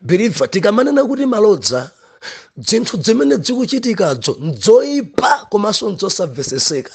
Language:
Nyanja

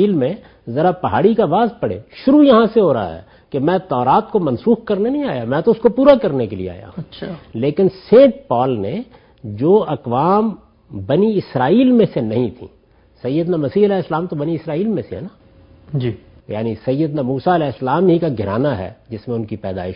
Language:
Urdu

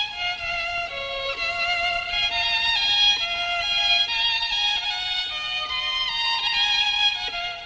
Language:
Slovak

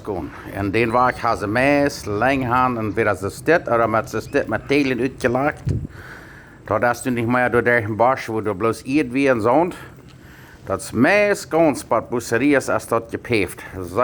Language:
Plautdietsch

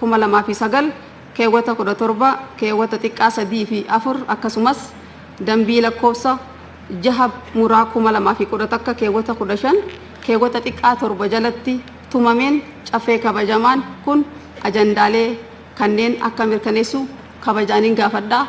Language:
Oromo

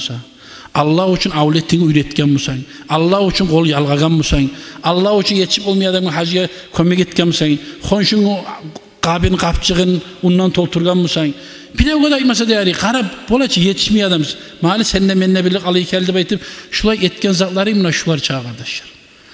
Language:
Kumyk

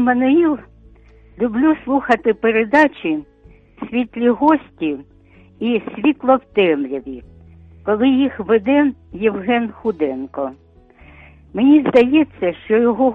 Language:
Ukrainian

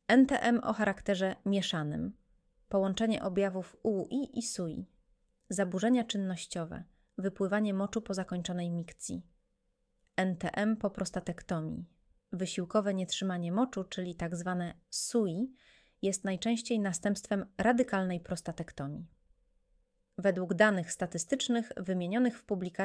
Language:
Polish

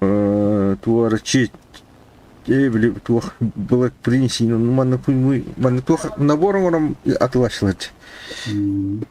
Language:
Yakut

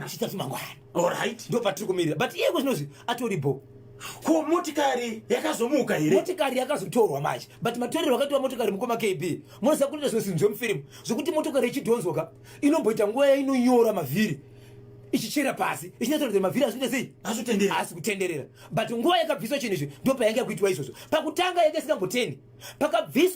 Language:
Shona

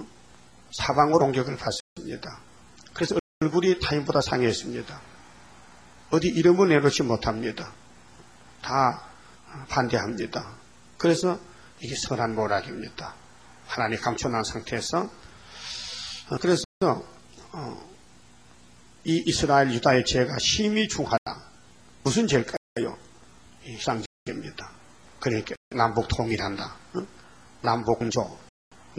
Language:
Korean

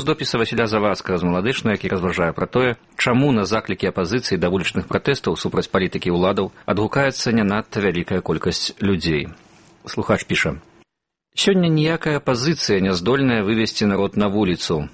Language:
Belarusian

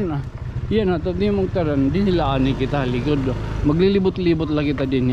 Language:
Waray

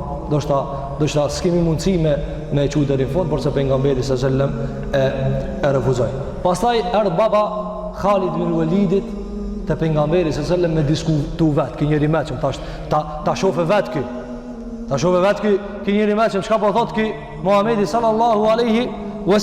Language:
Albanian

